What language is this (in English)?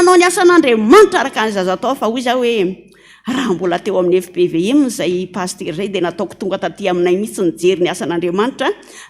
Malagasy